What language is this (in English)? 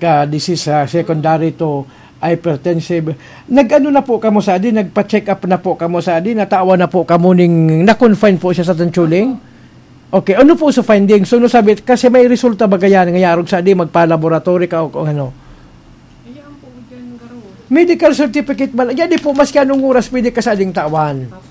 Bikol